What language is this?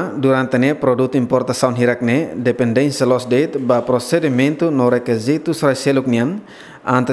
Tetum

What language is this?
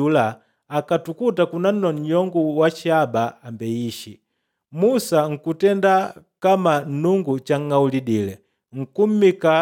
Makonde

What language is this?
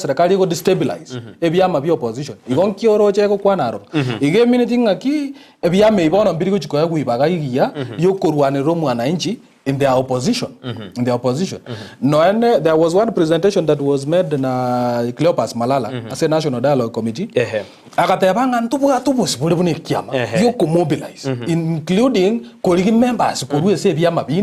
Gusii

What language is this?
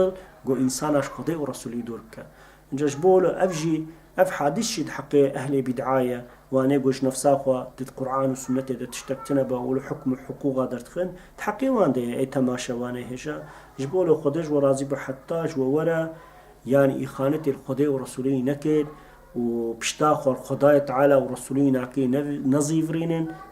Kurdish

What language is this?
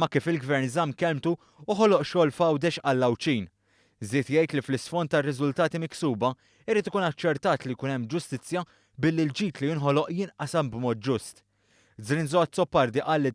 Maltese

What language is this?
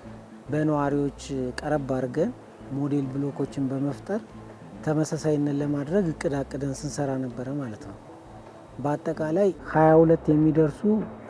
Amharic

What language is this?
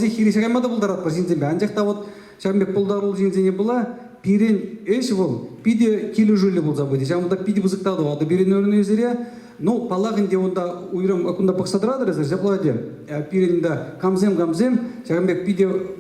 Chuvash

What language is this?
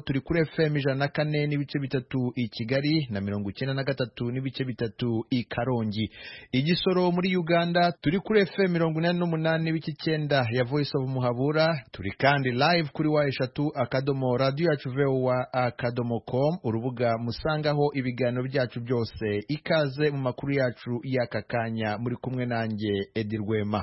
Kinyarwanda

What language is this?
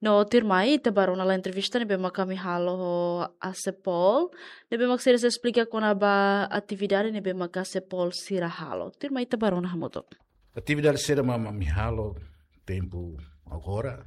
Tetum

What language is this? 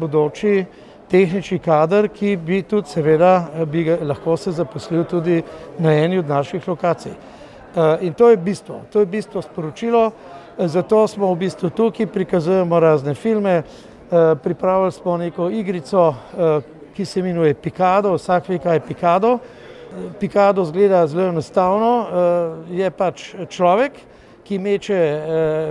Slovenian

